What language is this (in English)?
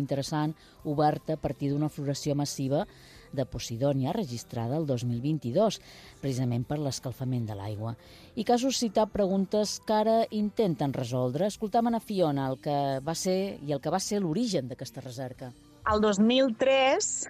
Catalan